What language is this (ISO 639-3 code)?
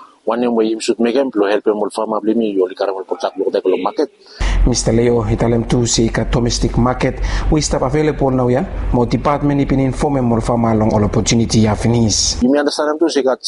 bis